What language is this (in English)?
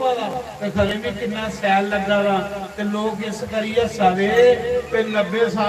Dogri